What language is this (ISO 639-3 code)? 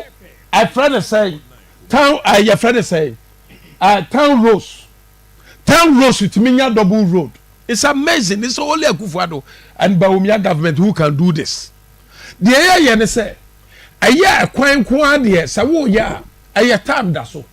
aka